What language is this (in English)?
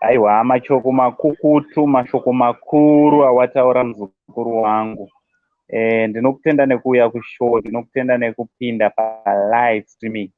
Shona